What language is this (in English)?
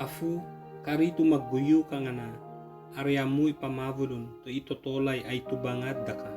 Ibanag